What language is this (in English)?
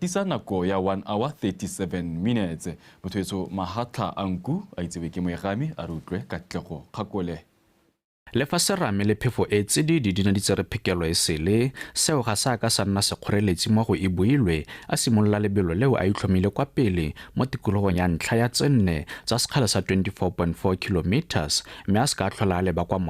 Tswana